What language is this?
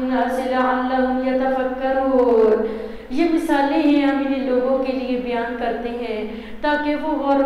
Urdu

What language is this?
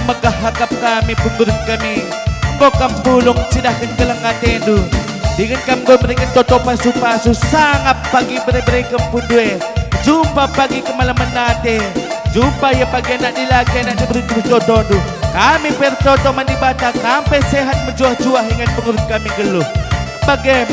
Batak Karo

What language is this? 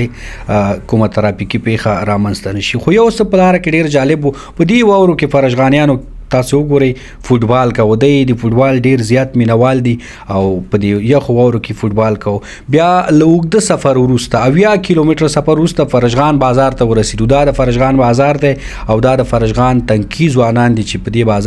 Pashto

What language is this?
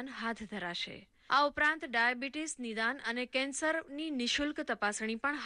Gujarati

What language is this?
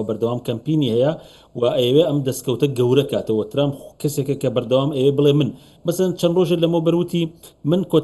Central Kurdish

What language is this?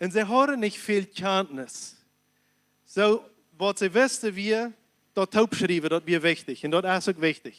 Plautdietsch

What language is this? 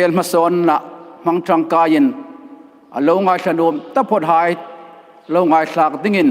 Hmar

